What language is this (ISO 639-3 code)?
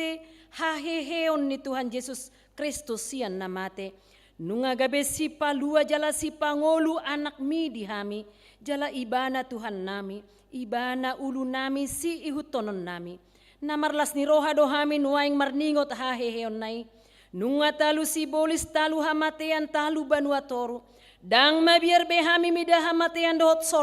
bbc